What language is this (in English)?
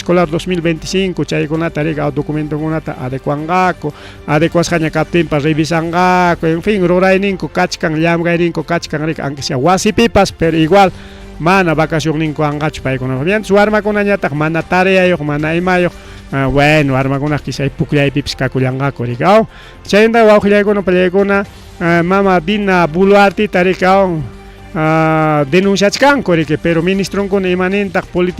Ayacucho Quechua